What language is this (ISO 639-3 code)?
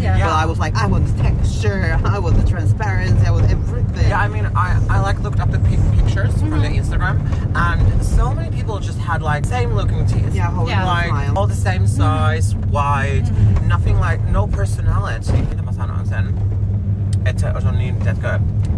fin